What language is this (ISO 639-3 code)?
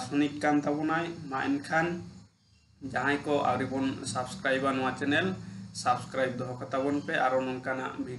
sat